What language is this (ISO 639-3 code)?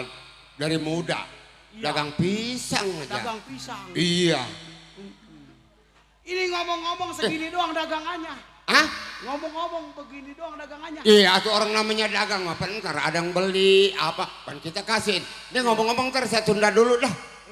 bew